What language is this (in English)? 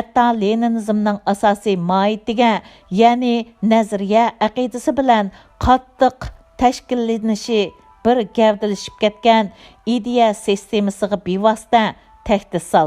Uyghur